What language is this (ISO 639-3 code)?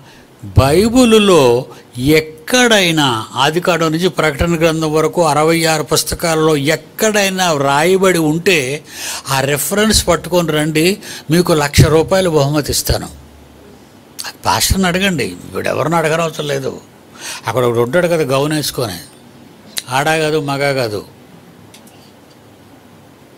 tel